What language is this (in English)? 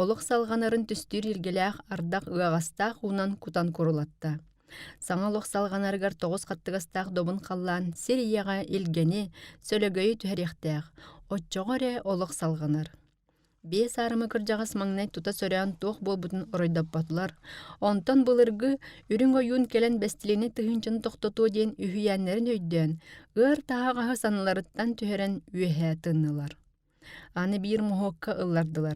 Yakut